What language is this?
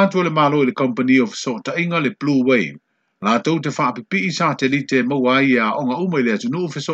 Samoan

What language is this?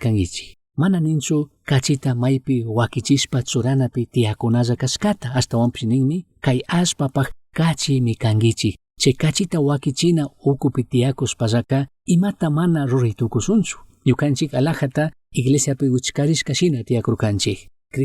Chimborazo Highland Quichua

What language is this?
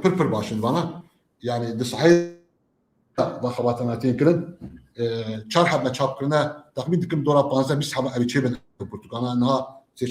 Kurdish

